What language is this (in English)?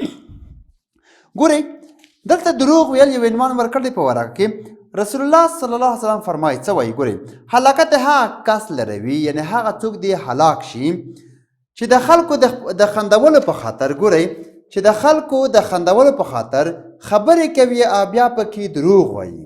Pashto